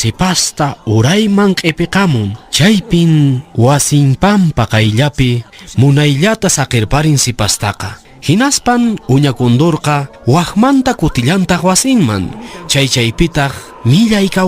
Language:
Quechua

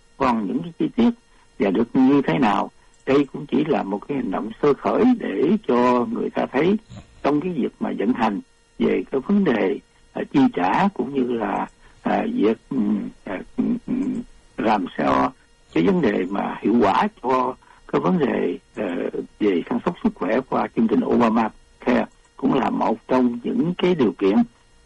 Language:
Vietnamese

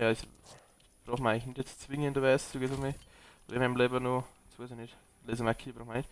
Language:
Bavarian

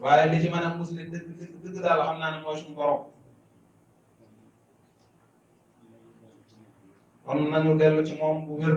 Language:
Wolof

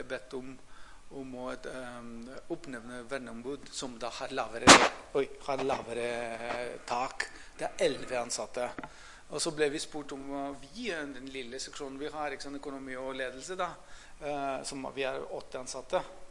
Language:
Norwegian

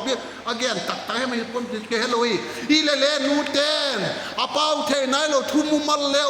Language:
Vaiphei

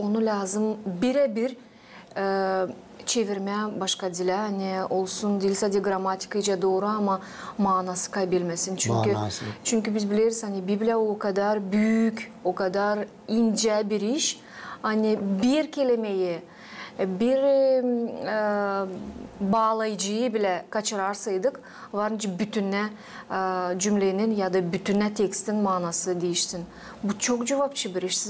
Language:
Gagauz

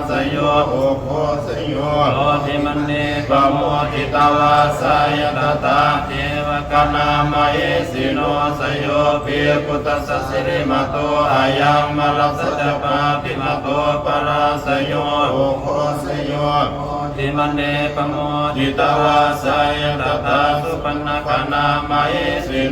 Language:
Pali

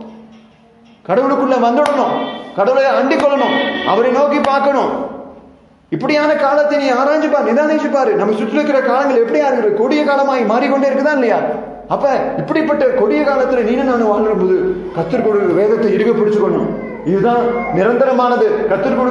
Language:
Tamil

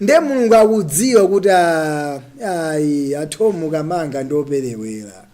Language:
Nyanja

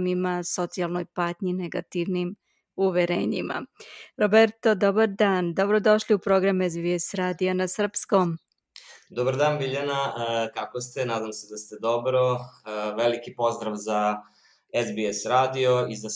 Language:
Serbian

